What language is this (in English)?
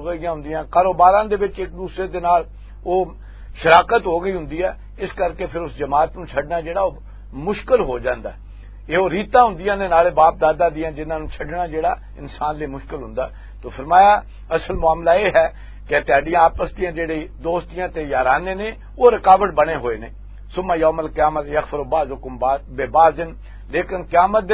Western Panjabi